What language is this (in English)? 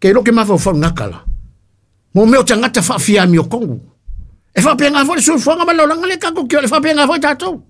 Samoan